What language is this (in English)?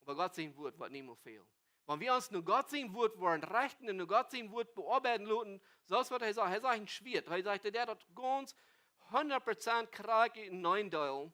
Plautdietsch